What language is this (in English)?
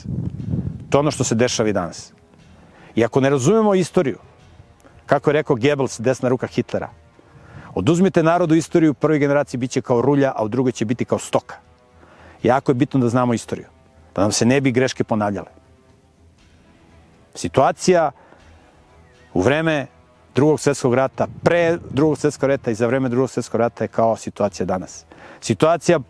Serbian